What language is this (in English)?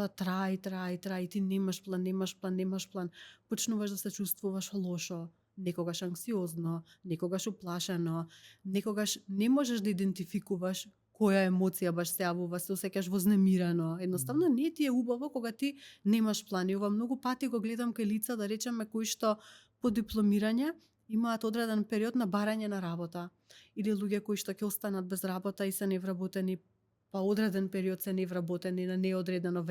Macedonian